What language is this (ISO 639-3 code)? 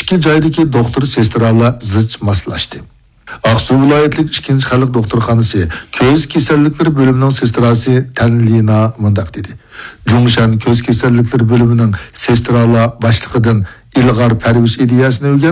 uig